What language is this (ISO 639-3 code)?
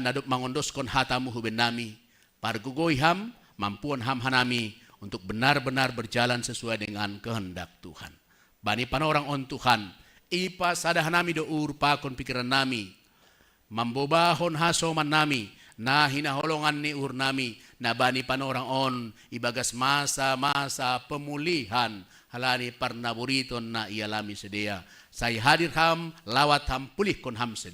bts